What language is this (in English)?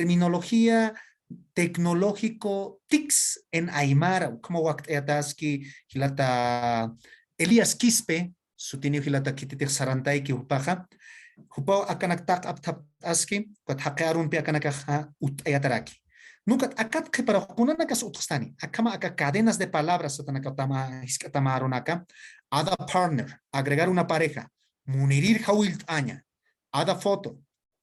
Aymara